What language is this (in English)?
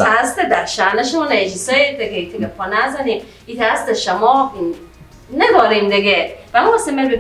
Persian